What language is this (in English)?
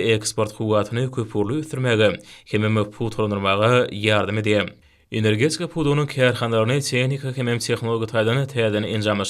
Turkmen